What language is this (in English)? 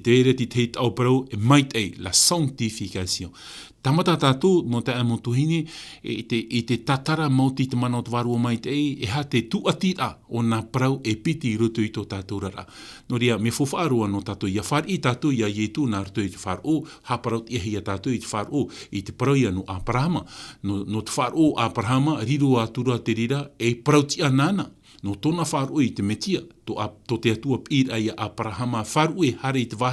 Tahitian